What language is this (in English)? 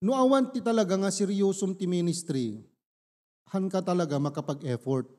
Iloko